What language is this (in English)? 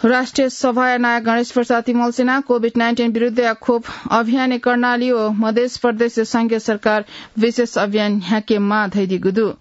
Newari